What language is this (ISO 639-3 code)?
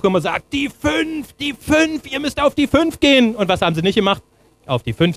deu